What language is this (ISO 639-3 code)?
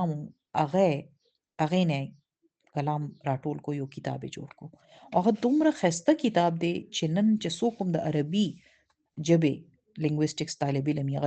pus